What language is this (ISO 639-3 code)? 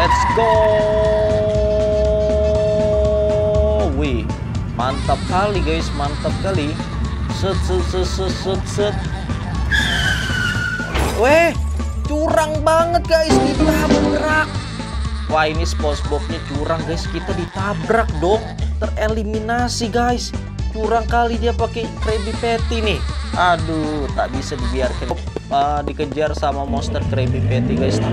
ind